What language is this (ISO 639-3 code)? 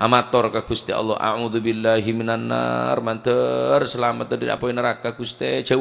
mad